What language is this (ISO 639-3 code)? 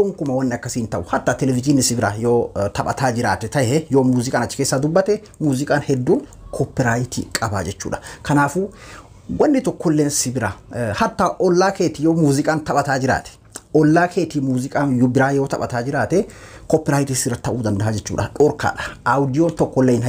orm